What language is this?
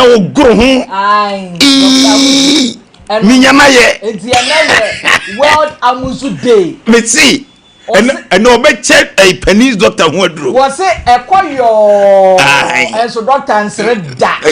Akan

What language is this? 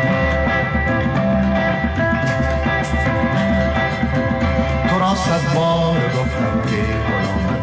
Persian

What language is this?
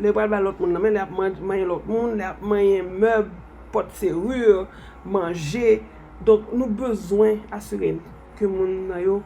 Haitian Creole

